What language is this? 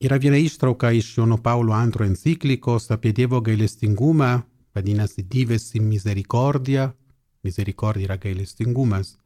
Lithuanian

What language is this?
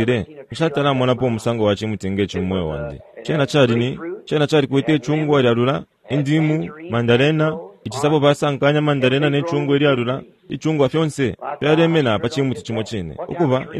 Bemba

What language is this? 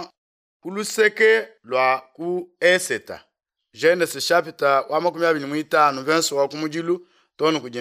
Luba-Lulua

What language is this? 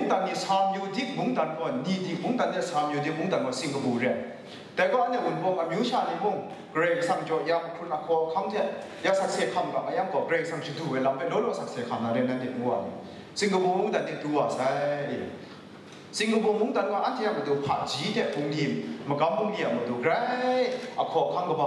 Kachin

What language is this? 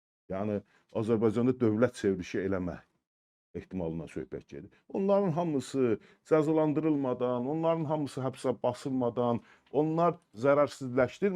Azerbaijani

